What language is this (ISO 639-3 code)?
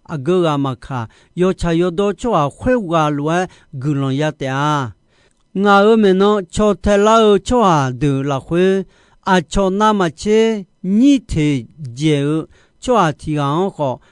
ahk